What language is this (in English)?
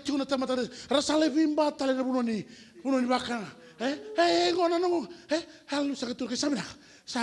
Fijian